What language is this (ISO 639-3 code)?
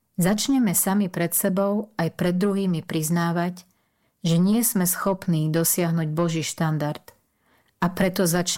slk